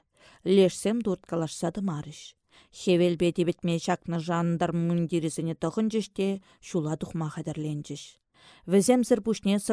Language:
Chuvash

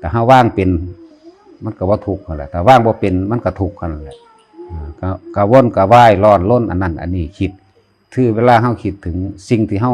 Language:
Northeastern Thai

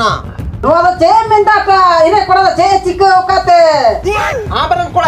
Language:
Santali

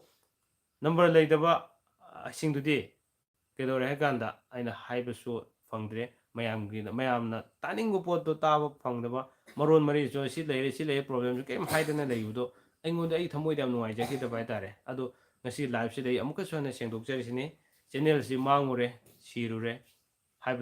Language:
Manipuri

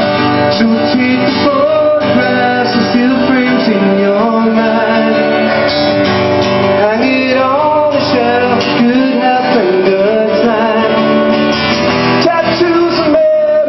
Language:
English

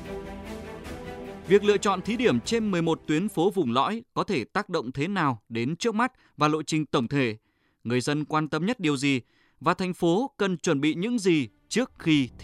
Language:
Vietnamese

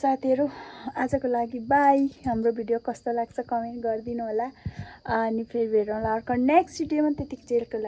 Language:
Nepali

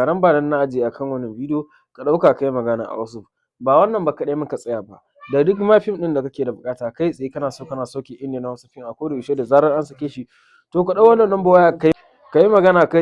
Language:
Hausa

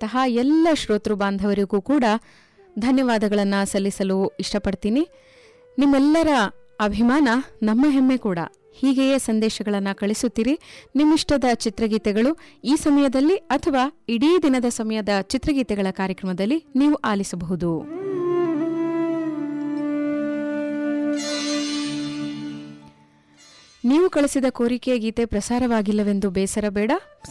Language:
Kannada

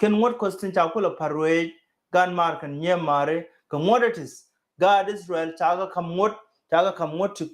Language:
Nuer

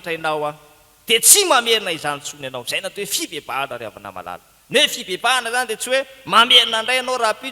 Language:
Malagasy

